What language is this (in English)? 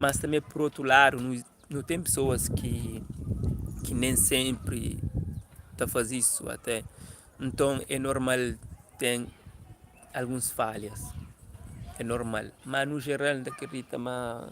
Kabuverdianu